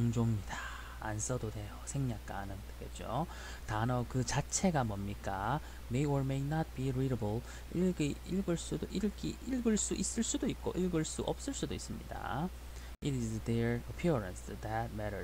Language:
Korean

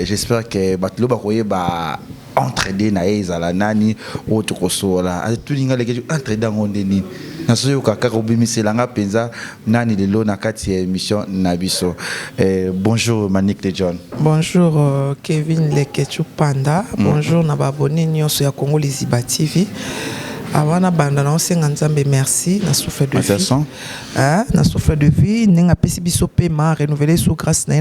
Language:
Lingala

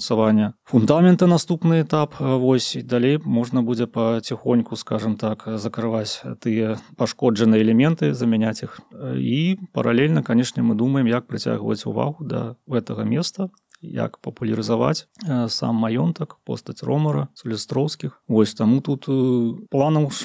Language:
Belarusian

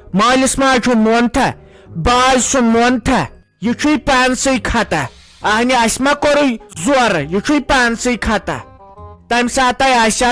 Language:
Kashmiri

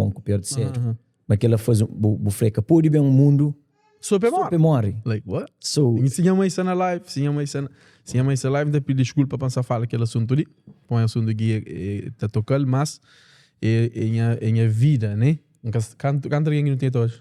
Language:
Kabuverdianu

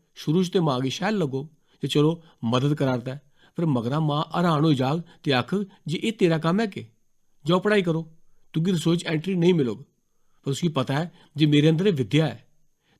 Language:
Dogri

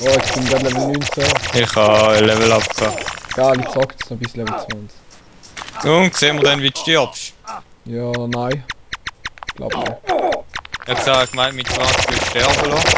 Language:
Swiss German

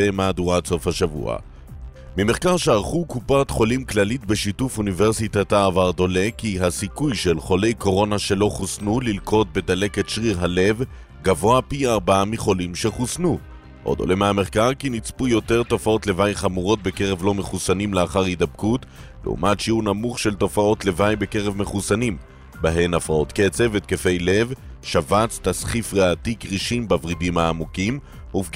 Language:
Hebrew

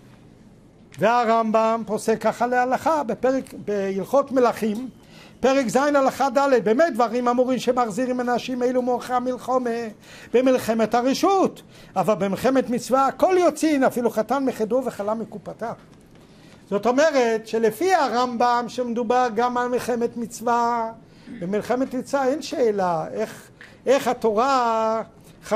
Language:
Hebrew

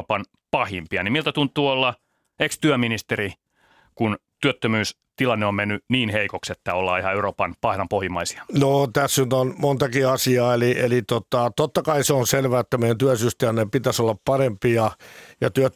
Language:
Finnish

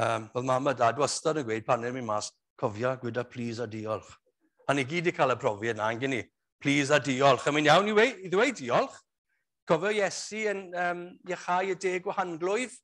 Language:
Welsh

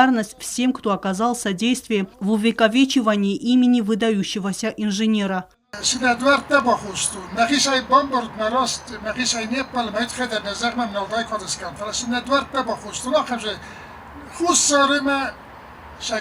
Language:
Ossetic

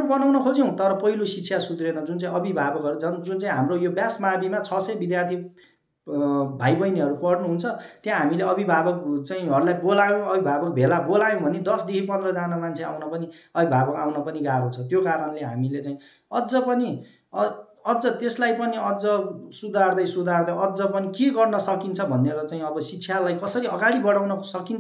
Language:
Nepali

